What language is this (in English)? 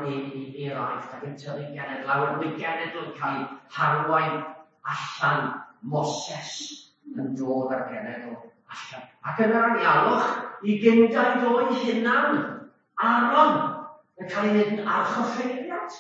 Welsh